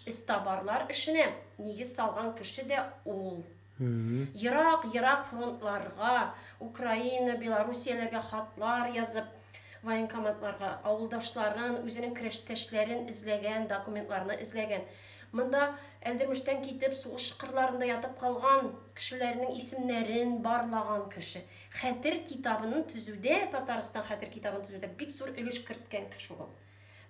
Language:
Tatar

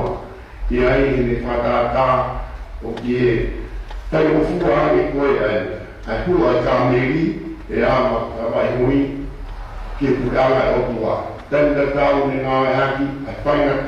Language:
Tongan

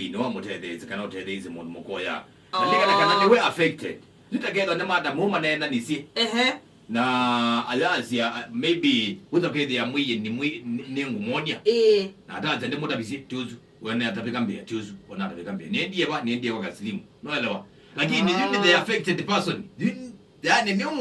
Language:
Kamba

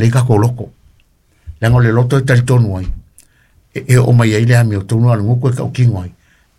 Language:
Samoan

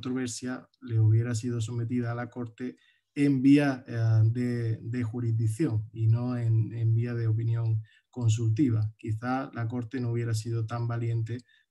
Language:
Spanish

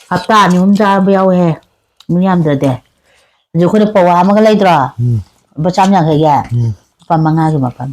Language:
Manipuri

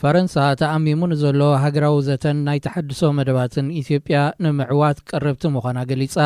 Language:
Tigrinya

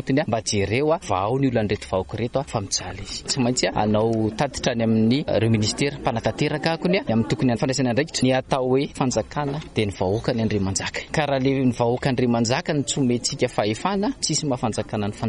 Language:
Malagasy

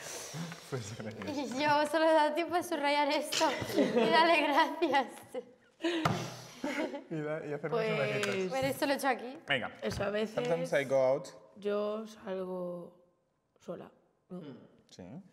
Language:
Spanish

